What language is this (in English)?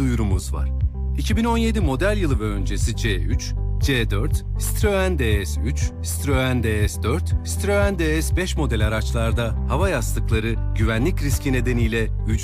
Turkish